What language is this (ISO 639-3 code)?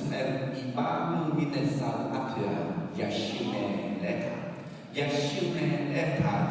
ahk